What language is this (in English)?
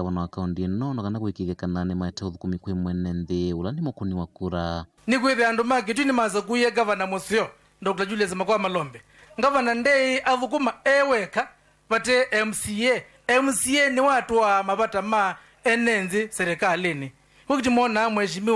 Kamba